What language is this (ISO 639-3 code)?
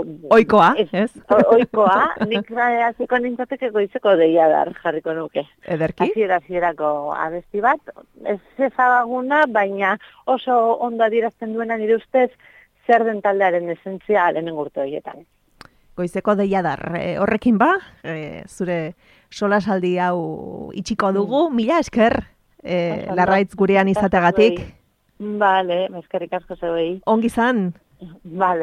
eus